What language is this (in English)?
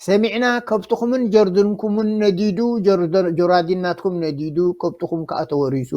Tigrinya